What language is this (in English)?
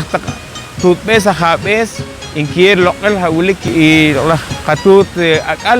Poqomchi'